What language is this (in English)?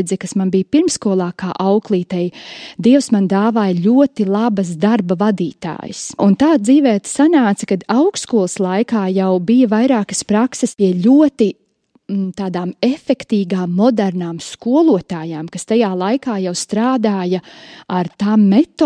Latvian